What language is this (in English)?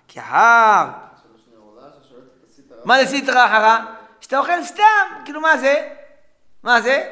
Hebrew